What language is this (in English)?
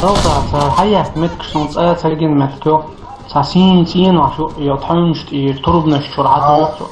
Chechen